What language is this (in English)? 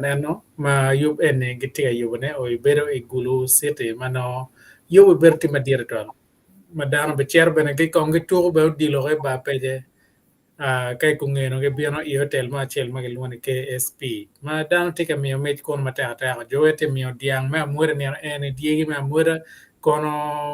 Acoli